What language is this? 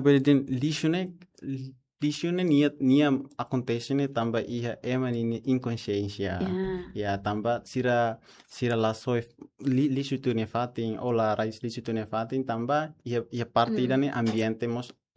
Tetum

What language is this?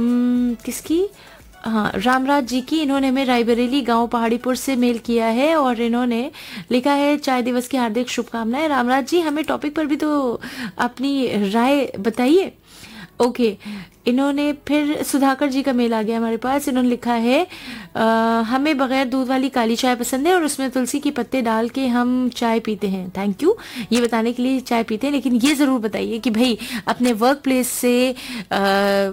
Hindi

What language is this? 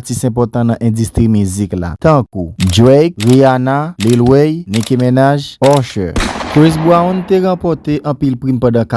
Haitian Creole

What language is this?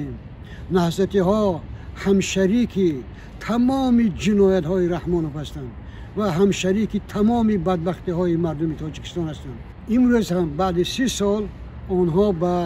Tajik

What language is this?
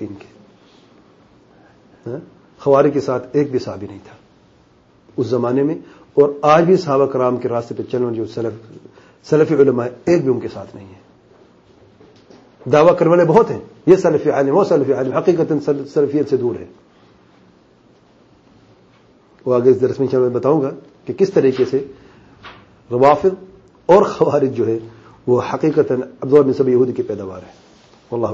Urdu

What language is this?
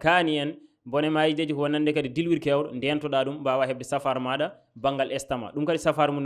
Fula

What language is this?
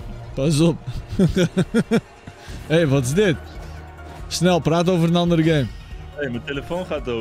Dutch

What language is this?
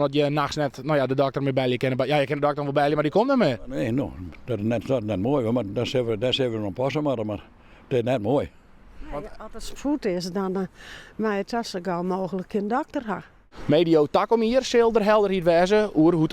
Western Frisian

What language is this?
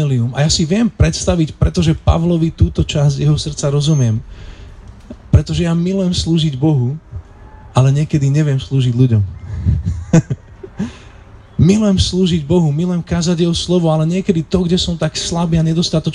Slovak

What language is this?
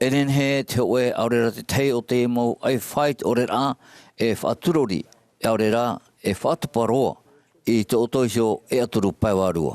Tahitian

